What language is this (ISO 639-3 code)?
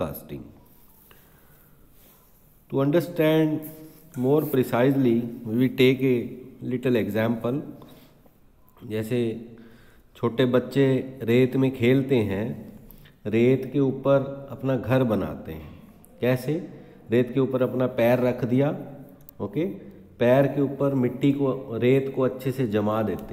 hin